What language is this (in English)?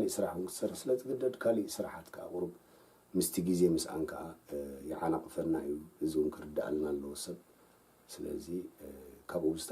Tigrinya